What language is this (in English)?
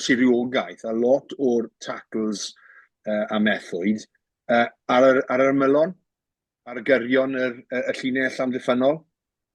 Welsh